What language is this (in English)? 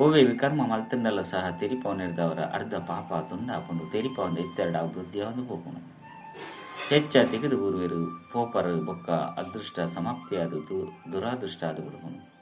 Tulu